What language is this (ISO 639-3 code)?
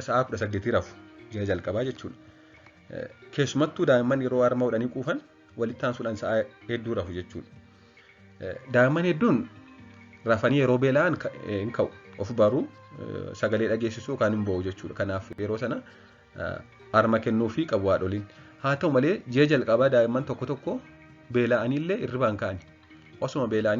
orm